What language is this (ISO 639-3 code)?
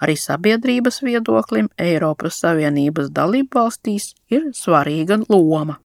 lav